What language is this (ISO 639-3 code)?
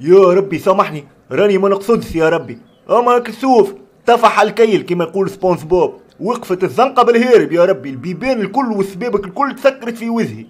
aeb